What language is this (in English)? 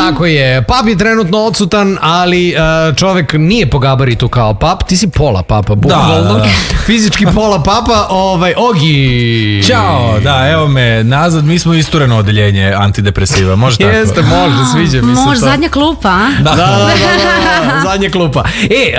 Serbian